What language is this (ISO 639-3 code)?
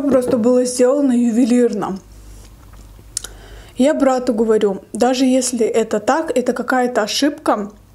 rus